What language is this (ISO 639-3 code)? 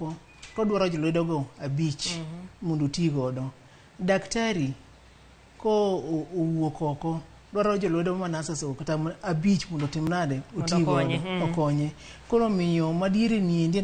luo